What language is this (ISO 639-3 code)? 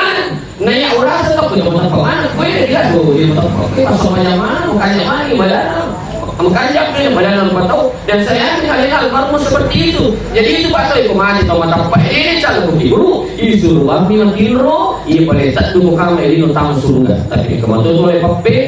bug